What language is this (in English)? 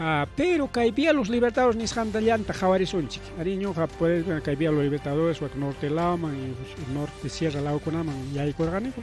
Ayacucho Quechua